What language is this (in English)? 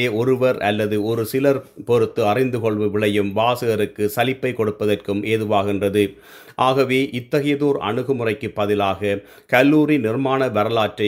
Tamil